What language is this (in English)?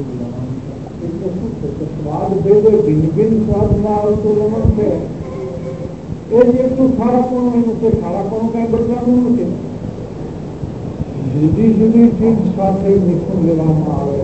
Gujarati